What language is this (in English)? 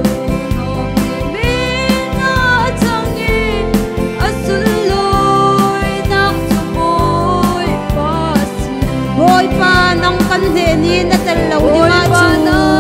Falam Chin